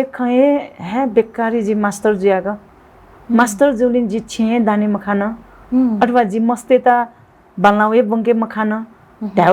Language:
Newari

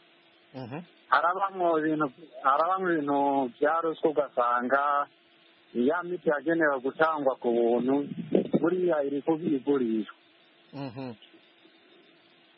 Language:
Kinyarwanda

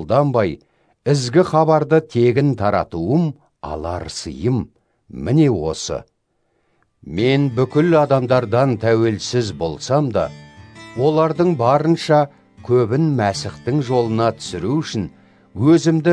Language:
Kazakh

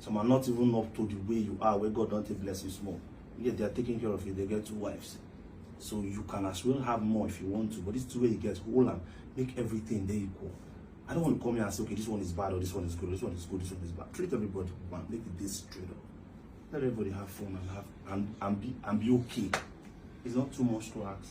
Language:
Nigerian Pidgin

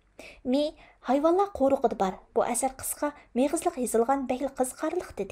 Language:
Uyghur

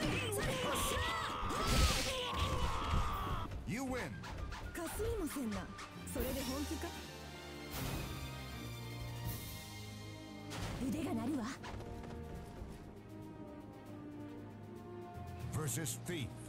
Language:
Japanese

